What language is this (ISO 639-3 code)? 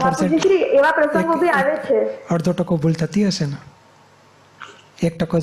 guj